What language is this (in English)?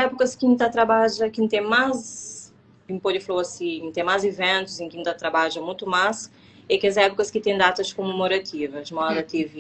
Kabuverdianu